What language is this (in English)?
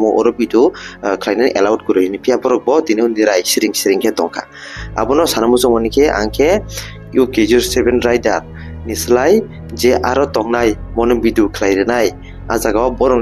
Kok Borok